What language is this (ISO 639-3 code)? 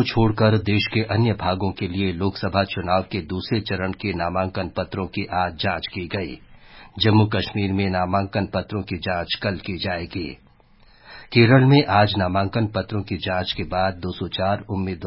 hin